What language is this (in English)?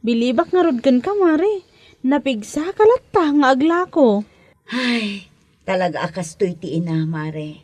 Iloko